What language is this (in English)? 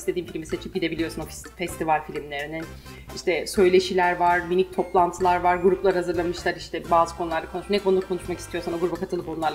Turkish